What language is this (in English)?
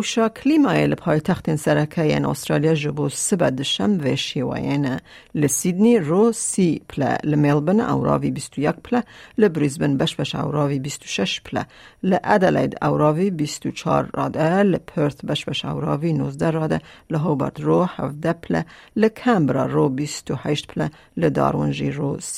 Kurdish